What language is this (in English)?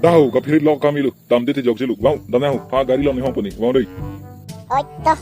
Karbi